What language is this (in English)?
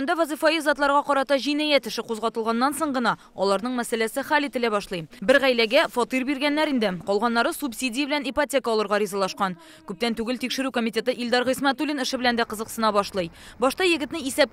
Tatar